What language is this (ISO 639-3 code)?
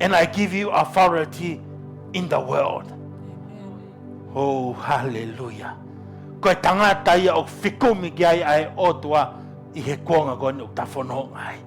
ton